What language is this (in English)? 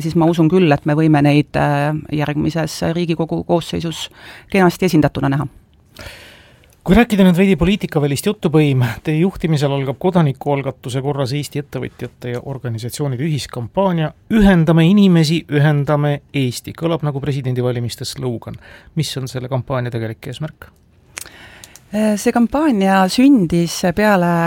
Estonian